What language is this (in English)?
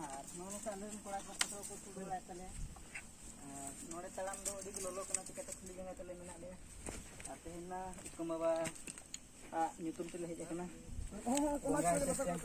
Santali